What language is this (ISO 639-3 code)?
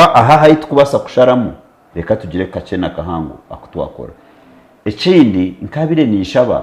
nyn